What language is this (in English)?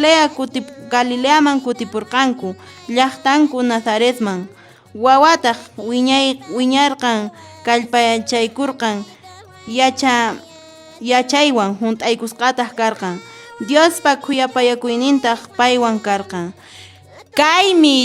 Quechua